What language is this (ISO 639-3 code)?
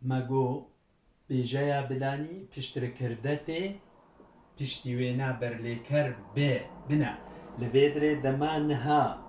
kur